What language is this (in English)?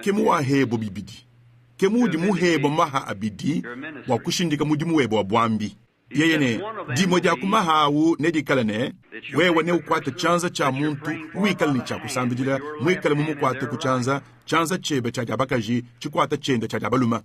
Luba-Lulua